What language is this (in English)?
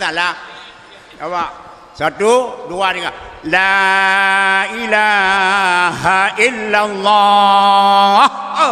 Achinese